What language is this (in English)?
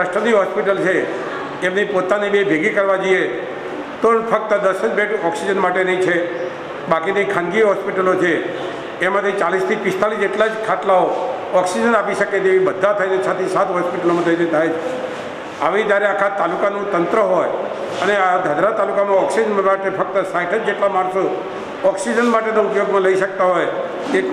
Gujarati